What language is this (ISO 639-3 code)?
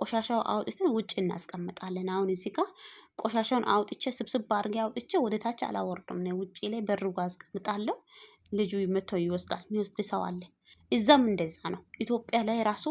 amh